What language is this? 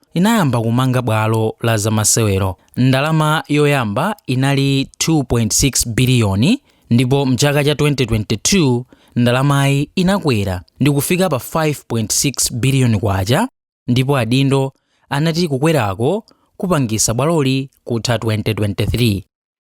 Nyanja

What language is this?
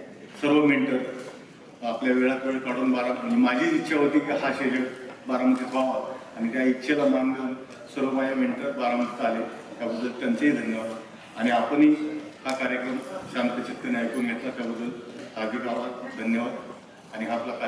Marathi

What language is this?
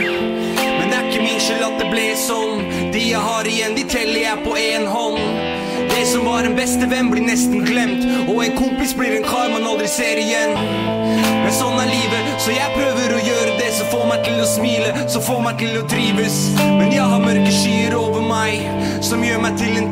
Norwegian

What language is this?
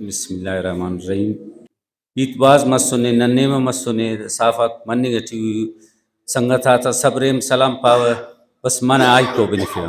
Brahui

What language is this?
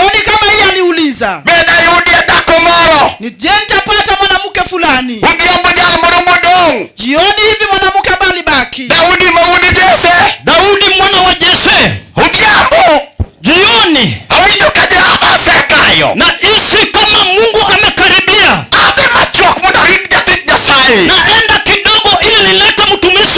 Luo (Kenya and Tanzania)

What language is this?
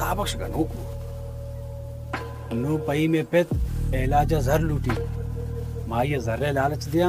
Baluchi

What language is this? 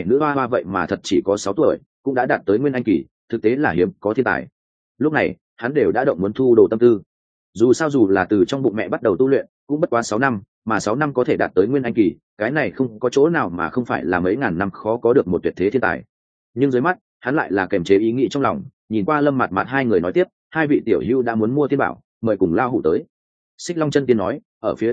Vietnamese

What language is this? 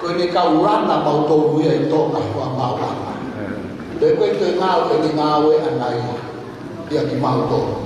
Tongan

